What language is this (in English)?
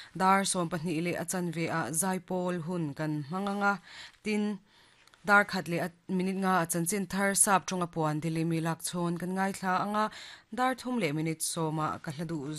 Mizo